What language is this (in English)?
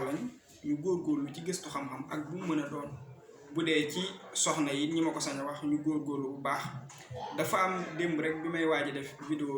Wolof